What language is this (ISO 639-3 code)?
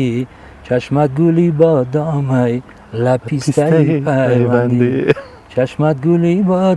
tgk